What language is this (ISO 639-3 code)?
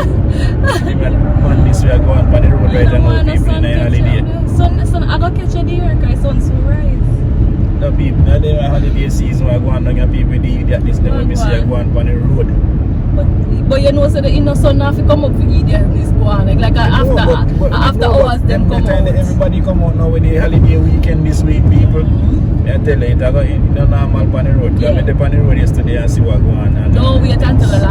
jam